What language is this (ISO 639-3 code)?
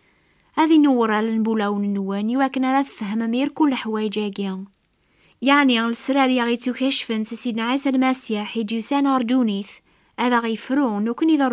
kab